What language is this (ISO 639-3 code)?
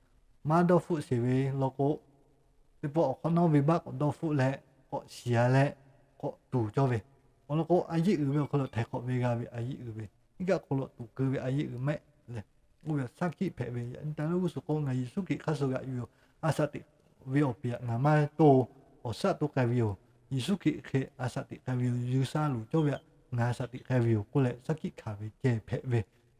lhu